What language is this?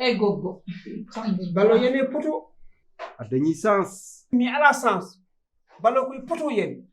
Fula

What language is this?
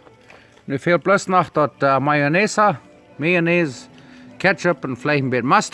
Plautdietsch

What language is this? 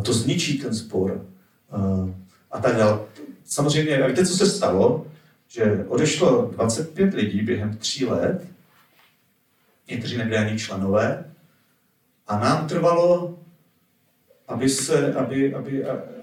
Czech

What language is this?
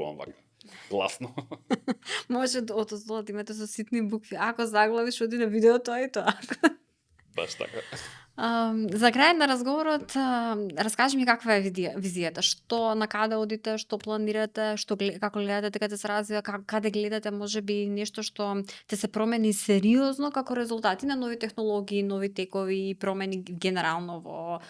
Macedonian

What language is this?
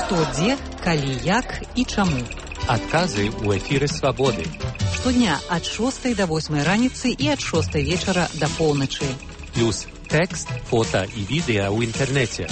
Belarusian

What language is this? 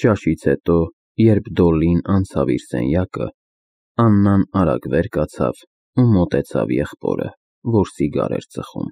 Armenian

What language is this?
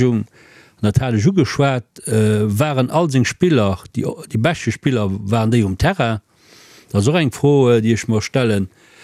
Luxembourgish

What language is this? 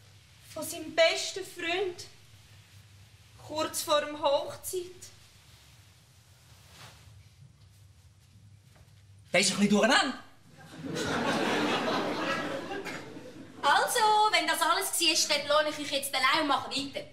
German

